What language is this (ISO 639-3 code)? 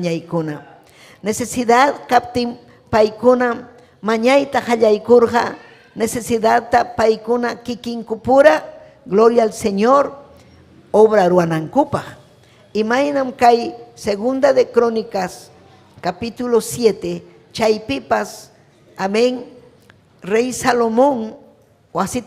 quy